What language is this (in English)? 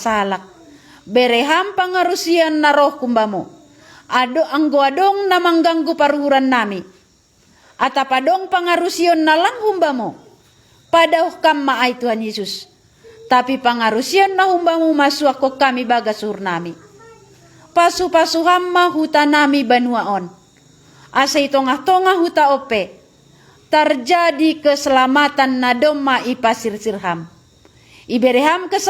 Batak Simalungun